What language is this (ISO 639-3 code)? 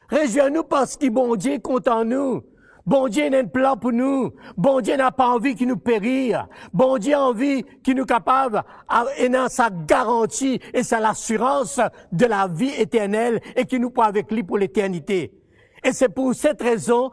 mfe